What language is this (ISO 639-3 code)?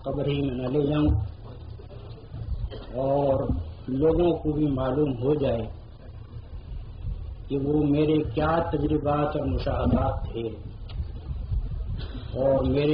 urd